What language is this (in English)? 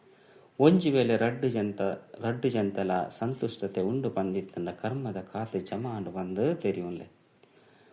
Tulu